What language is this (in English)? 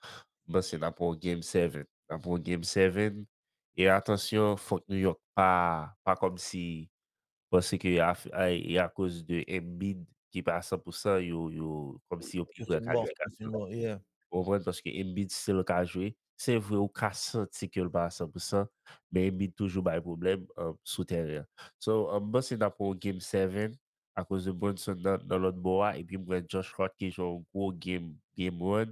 Haitian Creole